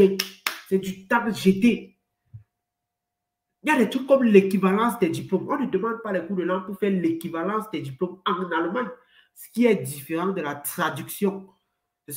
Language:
French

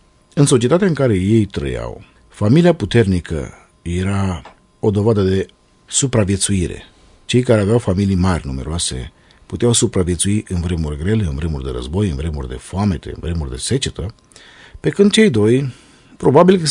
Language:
Romanian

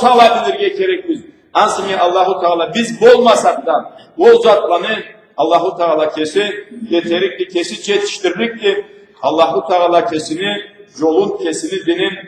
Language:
Karachay-Balkar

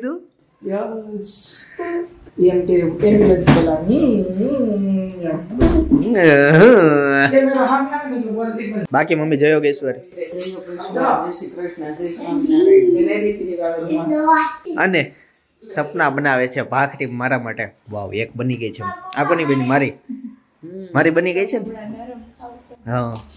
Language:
Gujarati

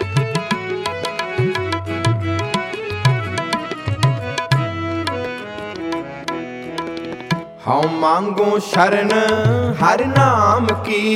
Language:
Punjabi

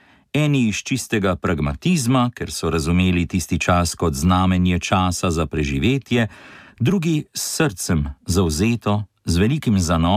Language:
Slovenian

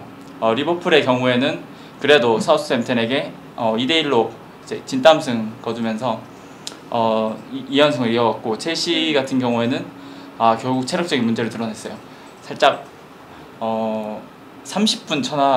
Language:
Korean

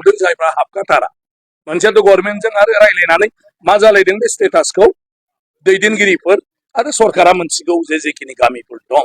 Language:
Bodo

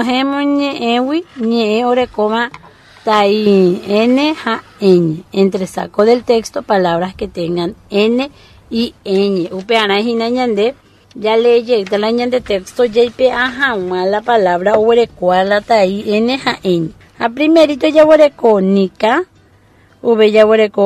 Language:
Guarani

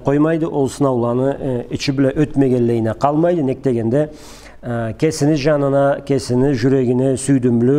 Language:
Karachay-Balkar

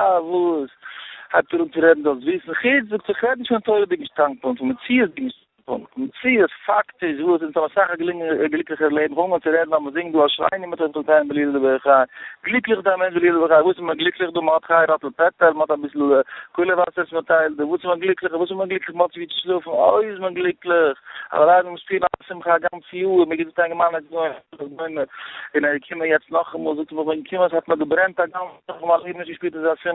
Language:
Yiddish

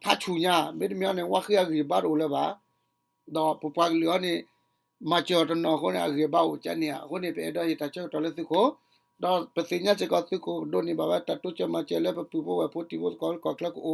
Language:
S'gaw Karen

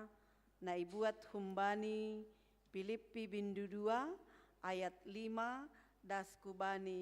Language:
Batak Simalungun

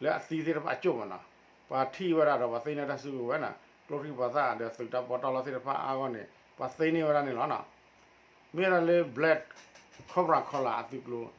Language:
S'gaw Karen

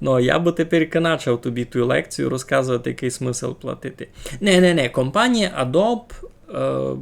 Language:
Rusyn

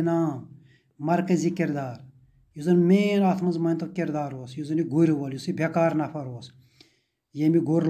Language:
Kashmiri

